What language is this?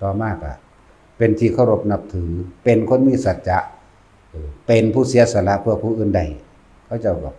Lao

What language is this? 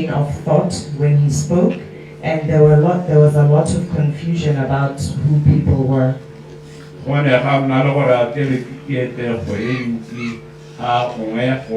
Tswana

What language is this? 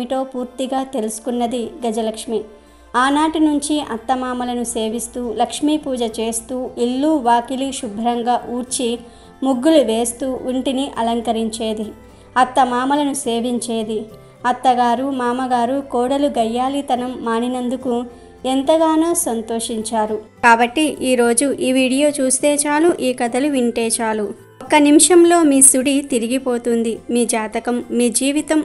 Telugu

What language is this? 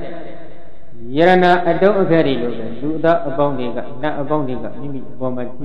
Burmese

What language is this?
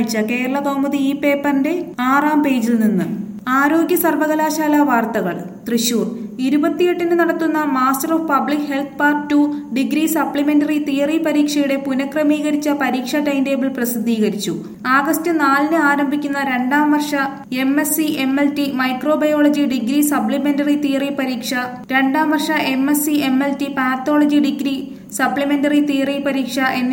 Malayalam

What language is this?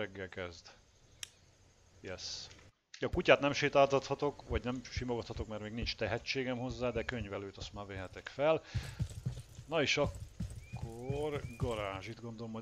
Hungarian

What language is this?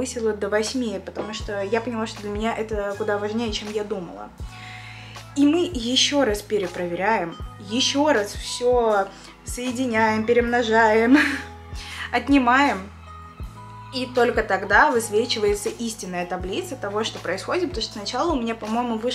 Russian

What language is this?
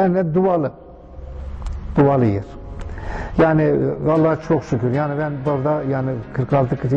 Turkish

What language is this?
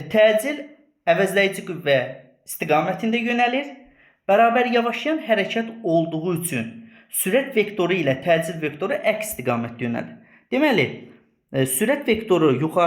Azerbaijani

